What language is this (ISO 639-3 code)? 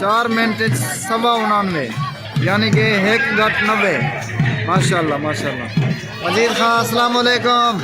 skr